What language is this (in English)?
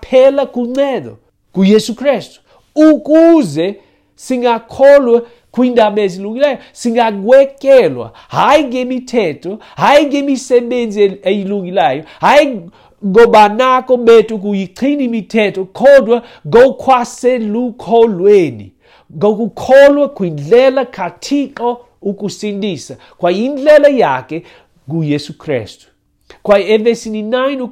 Xhosa